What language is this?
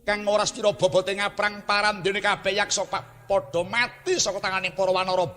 Javanese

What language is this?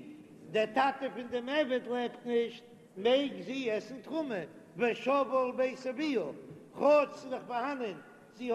Yiddish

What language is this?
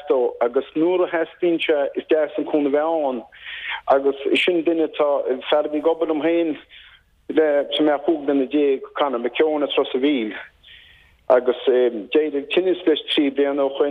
Irish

